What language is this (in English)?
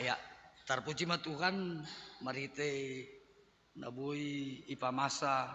Batak Simalungun